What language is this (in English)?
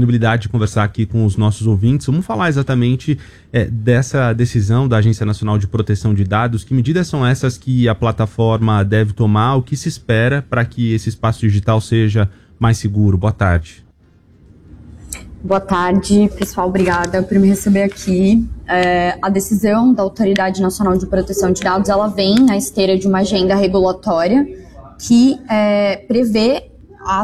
Portuguese